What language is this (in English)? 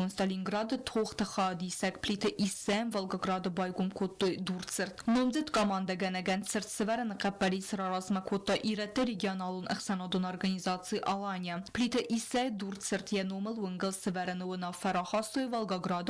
Ossetic